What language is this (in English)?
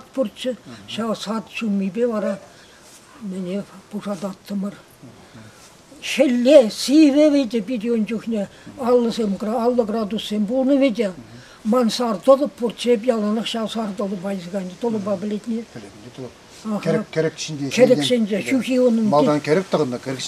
Chuvash